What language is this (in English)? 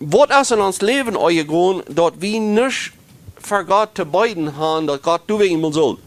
Plautdietsch